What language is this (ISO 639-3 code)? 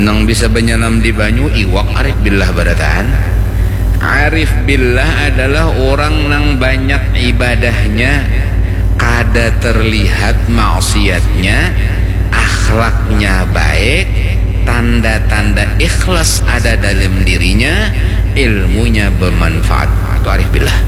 bjn